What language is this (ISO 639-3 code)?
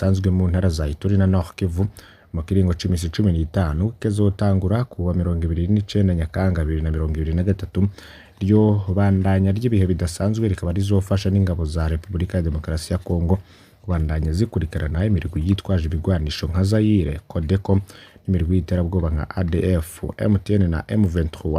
run